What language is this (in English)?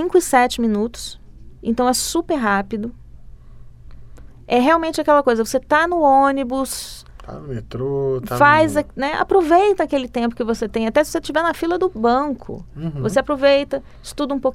Portuguese